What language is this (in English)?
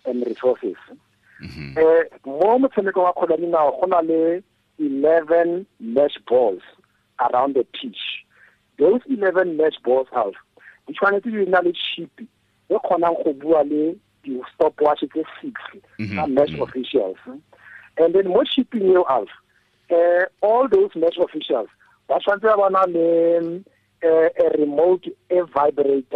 Tswana